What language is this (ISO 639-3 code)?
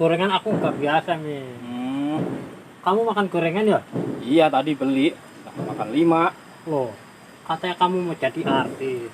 bew